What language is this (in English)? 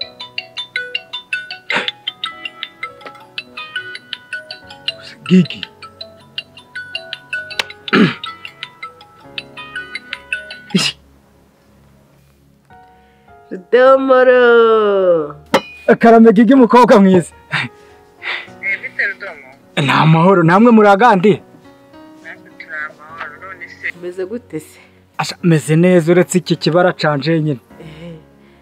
Kinyarwanda